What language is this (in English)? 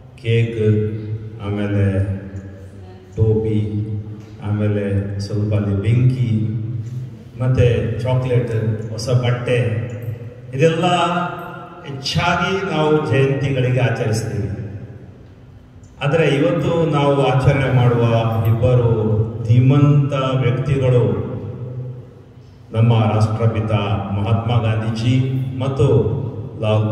Kannada